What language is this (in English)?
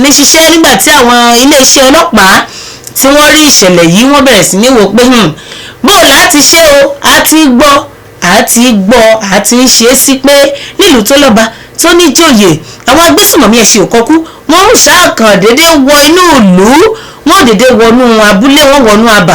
Yoruba